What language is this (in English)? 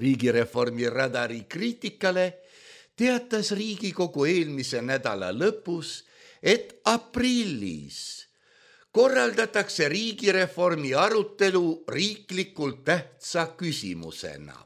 Estonian